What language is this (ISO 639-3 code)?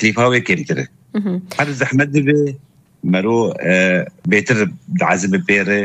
kur